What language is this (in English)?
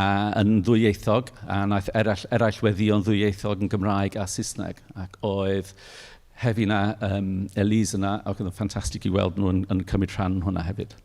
Welsh